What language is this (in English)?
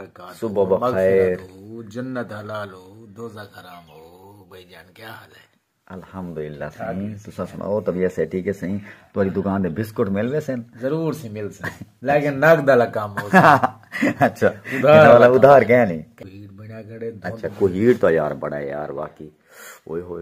Saraiki